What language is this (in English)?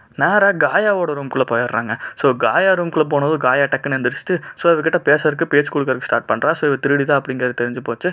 Tamil